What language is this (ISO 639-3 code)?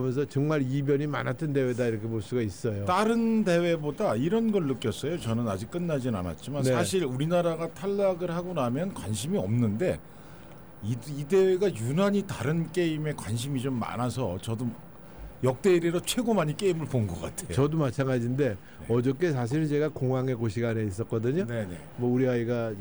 kor